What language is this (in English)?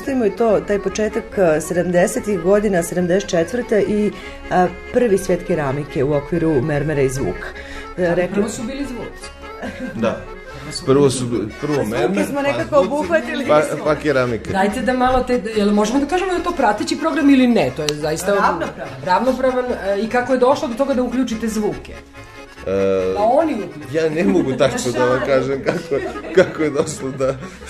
Serbian